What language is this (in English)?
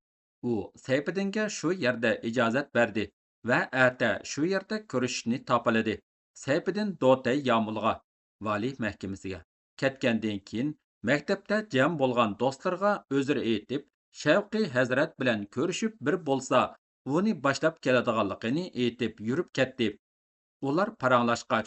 Uyghur